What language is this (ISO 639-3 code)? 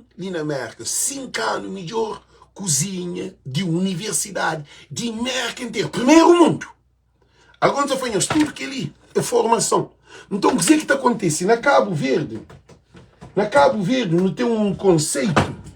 kea